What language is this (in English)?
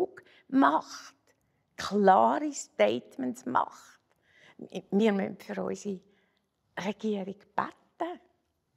Swiss German